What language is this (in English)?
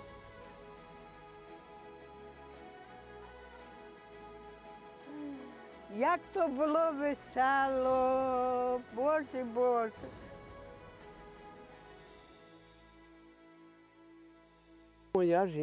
Ukrainian